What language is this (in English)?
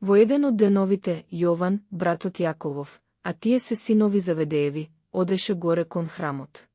Macedonian